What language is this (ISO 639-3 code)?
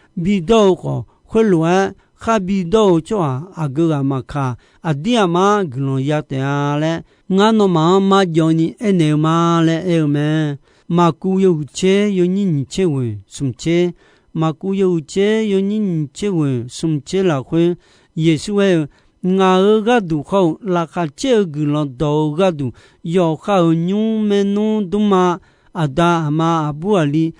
ahk